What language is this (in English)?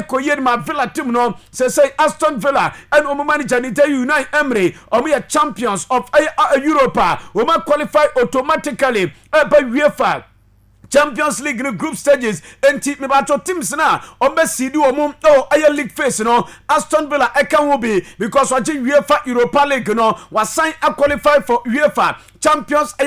Akan